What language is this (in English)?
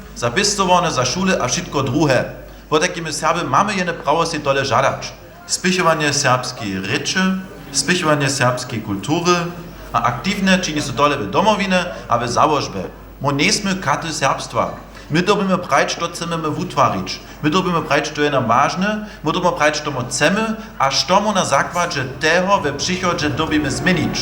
Upper Sorbian